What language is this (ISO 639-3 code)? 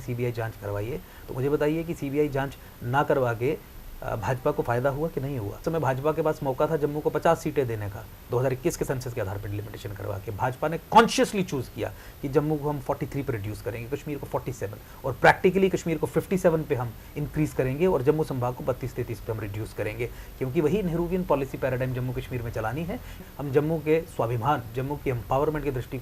hin